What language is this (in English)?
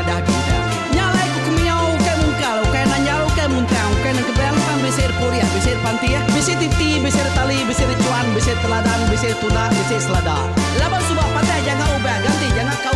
Iban